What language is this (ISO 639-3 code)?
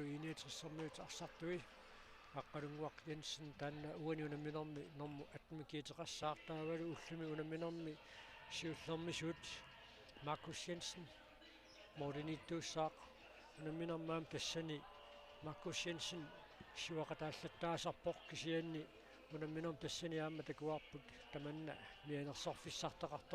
kal